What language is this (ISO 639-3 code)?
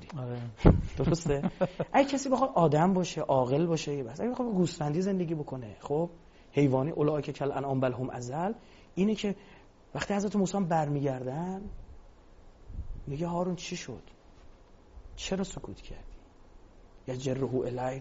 fas